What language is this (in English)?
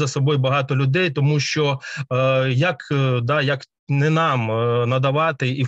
Ukrainian